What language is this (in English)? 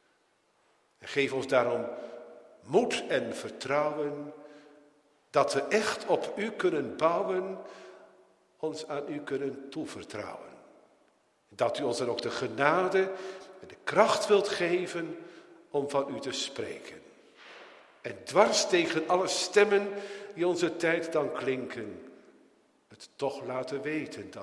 Dutch